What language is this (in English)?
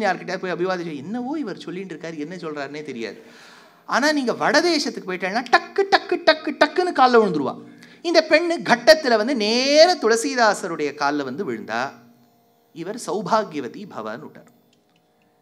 Tamil